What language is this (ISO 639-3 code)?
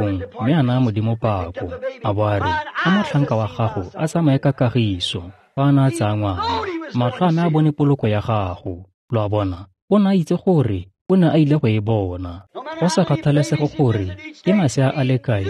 tsn